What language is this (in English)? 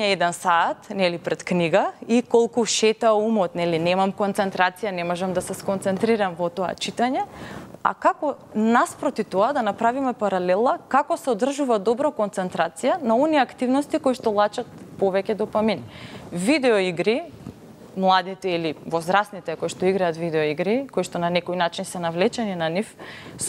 Macedonian